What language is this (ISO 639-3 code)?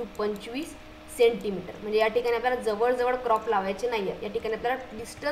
mar